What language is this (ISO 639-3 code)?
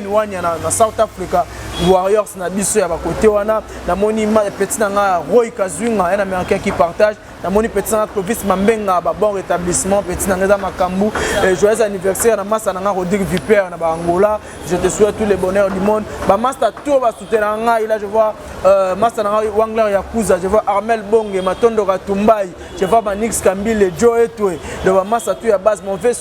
lin